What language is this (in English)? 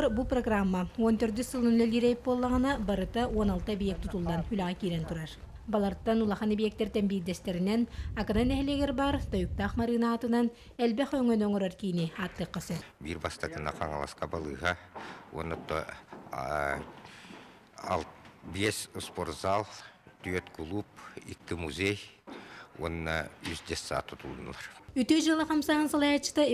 Yakut